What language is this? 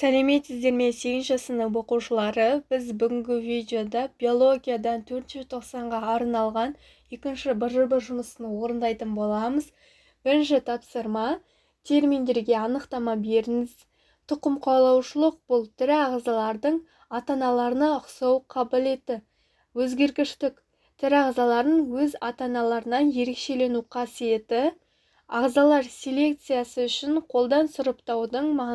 Kazakh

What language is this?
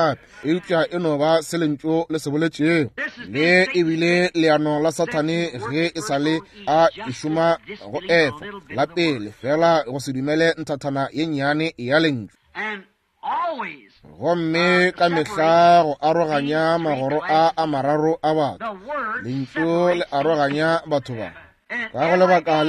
Northern Sotho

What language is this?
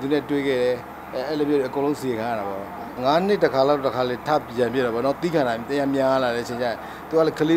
Burmese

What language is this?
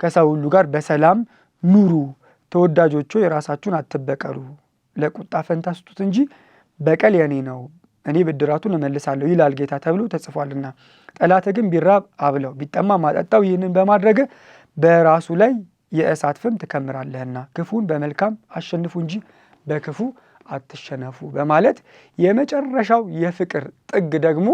Amharic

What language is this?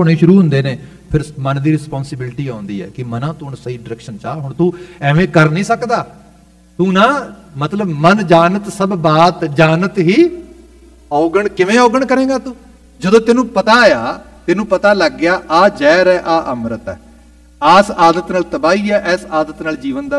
Punjabi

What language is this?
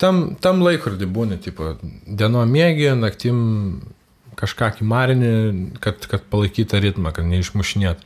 Lithuanian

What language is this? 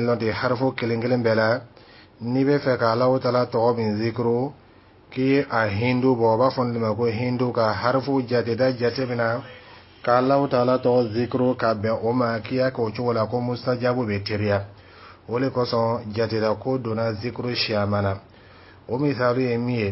Dyula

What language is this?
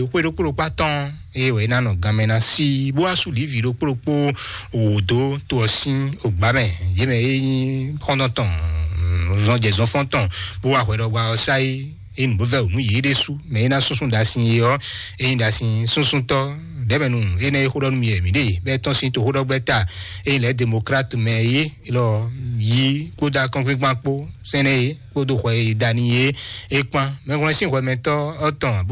Fon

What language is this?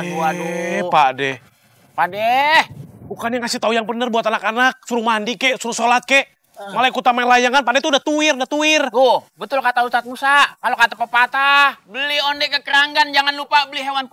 Betawi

